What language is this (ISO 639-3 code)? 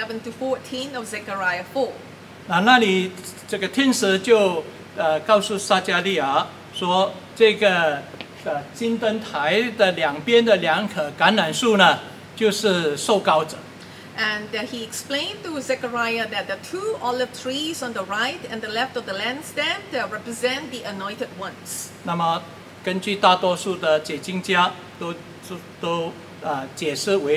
zho